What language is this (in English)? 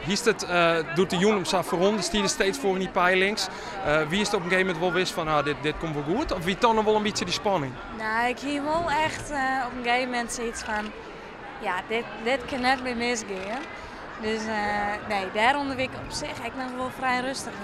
Western Frisian